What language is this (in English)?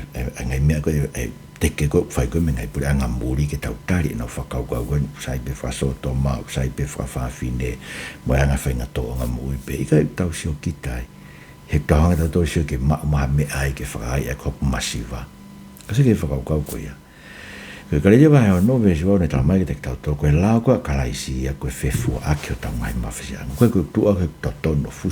Tongan